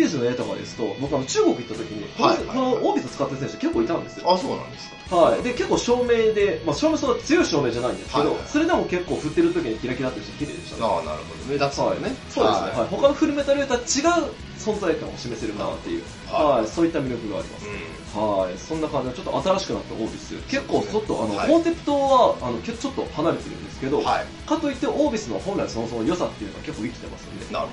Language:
Japanese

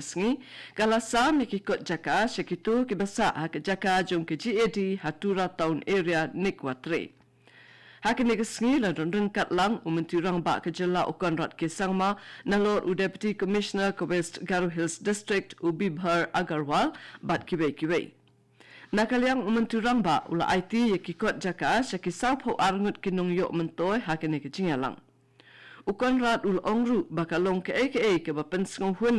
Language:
Khasi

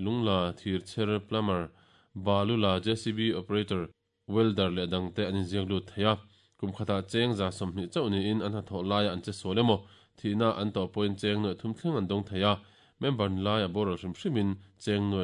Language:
Mizo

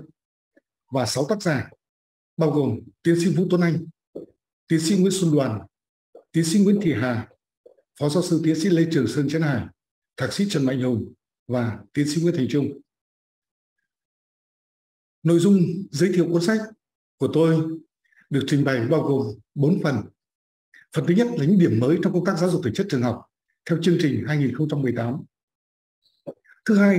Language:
Vietnamese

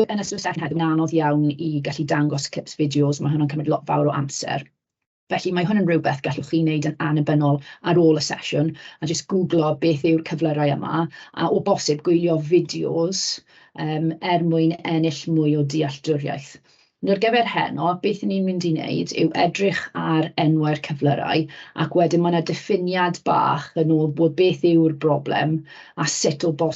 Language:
Welsh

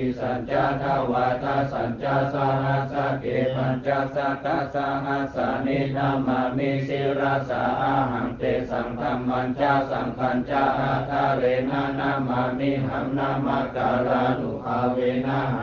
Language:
Pali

